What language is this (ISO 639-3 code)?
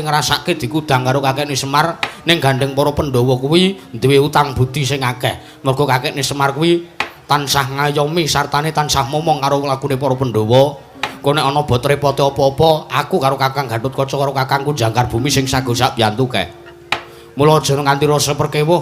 jav